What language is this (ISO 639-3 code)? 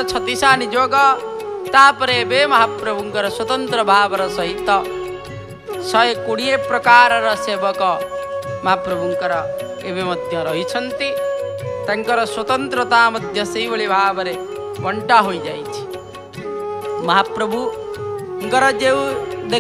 ori